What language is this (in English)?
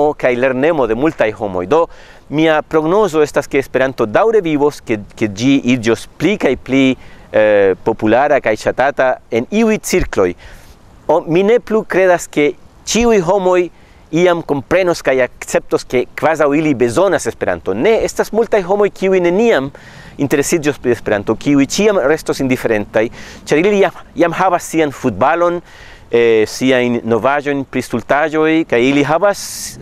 Esperanto